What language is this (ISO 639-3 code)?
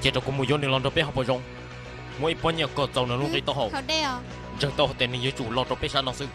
hmn